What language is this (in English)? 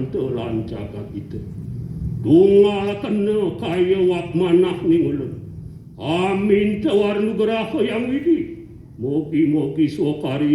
Balinese